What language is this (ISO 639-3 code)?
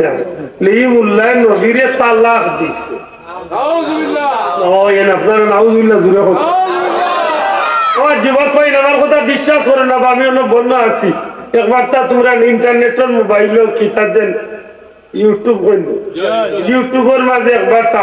syl